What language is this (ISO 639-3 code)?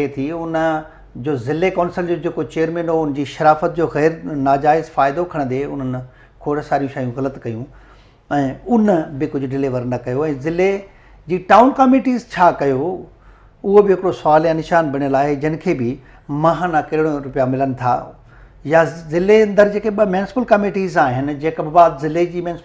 snd